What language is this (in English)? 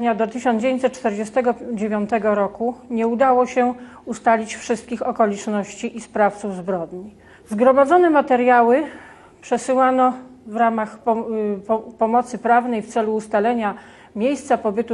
Polish